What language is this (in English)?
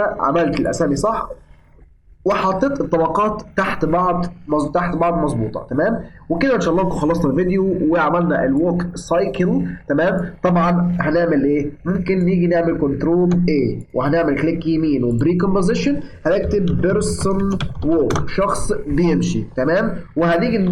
Egyptian Arabic